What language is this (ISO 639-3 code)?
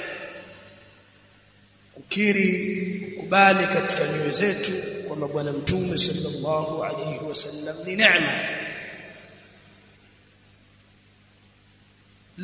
swa